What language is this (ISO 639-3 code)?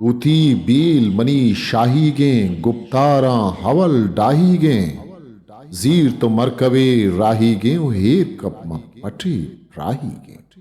bgp